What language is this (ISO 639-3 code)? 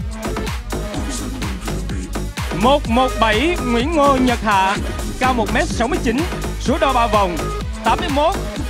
vie